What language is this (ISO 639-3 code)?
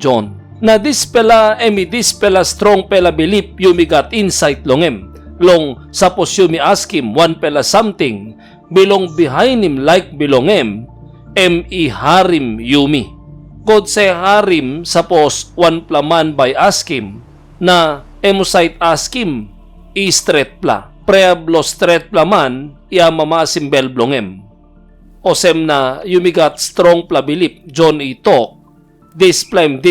tpi